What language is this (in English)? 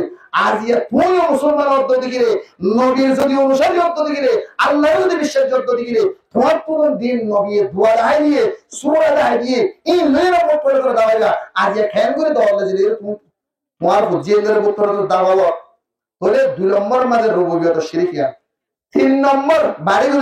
Rohingya